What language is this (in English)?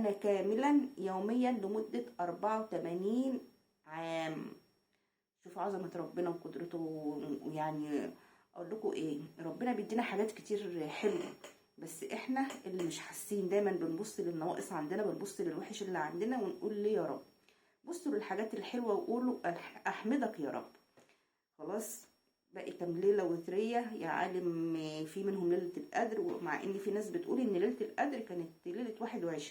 Egyptian Arabic